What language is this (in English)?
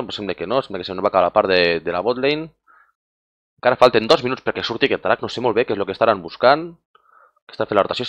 Catalan